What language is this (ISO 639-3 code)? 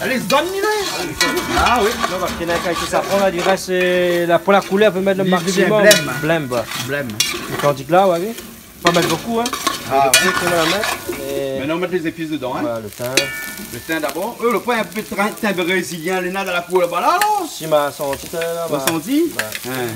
rcf